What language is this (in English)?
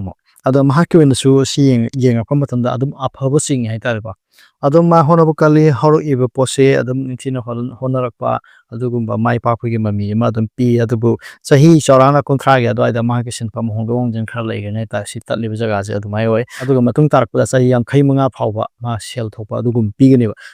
Manipuri